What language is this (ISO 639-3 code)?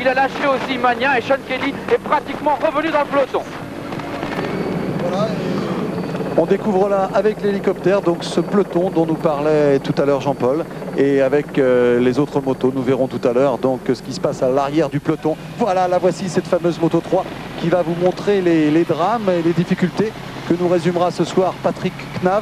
fra